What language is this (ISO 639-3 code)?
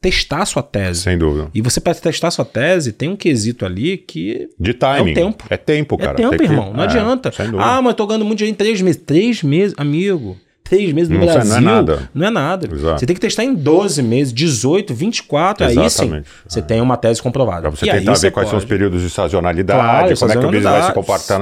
por